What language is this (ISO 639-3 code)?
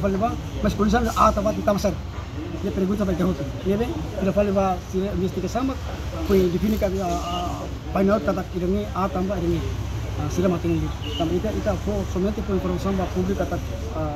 tet